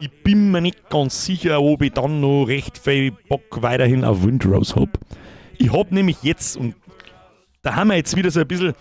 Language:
Bavarian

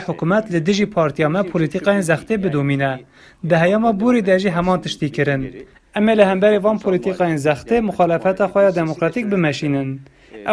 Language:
Kurdish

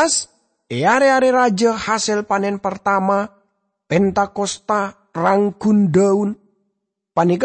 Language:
Madurese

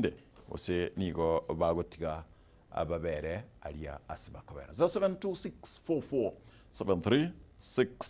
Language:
Gusii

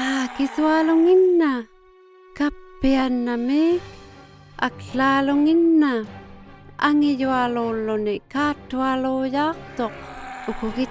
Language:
Inuktitut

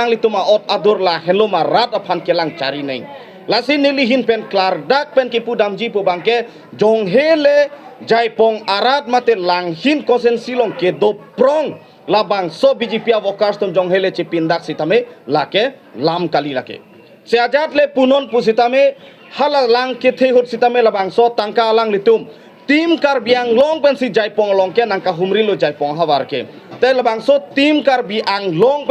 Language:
Karbi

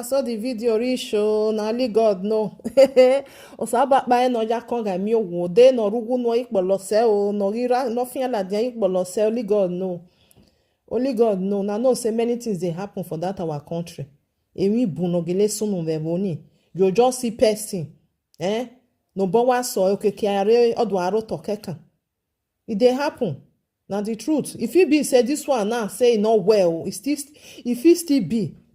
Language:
Nigerian Pidgin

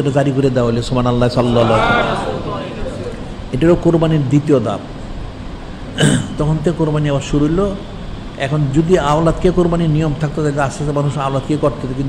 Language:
Bangla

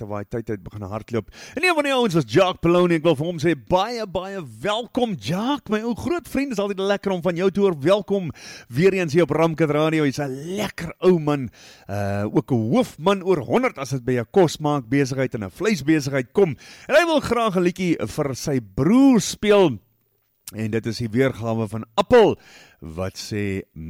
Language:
Afrikaans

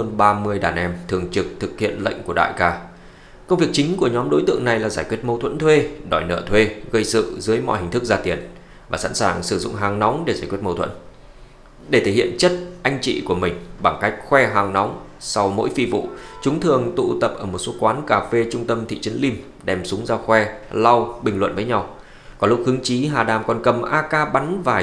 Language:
Vietnamese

